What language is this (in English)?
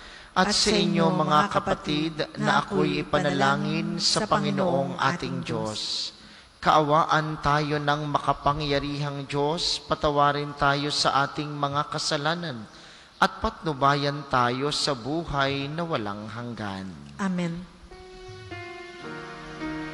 Filipino